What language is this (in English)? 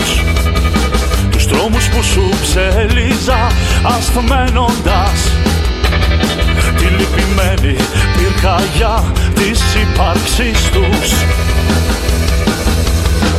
Greek